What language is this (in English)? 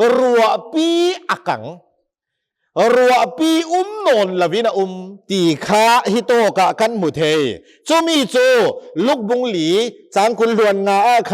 Hakha Chin